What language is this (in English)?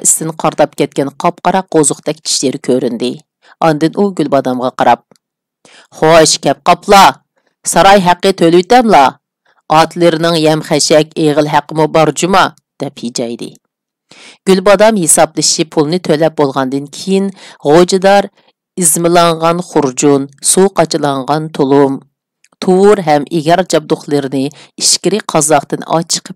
Uyghur